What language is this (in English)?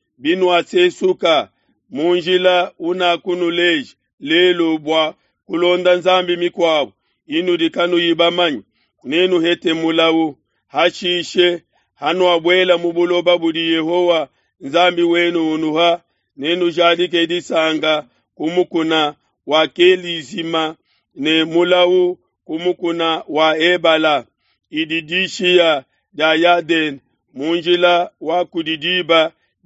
Luba-Lulua